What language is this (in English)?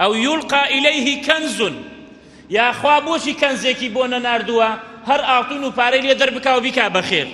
Central Kurdish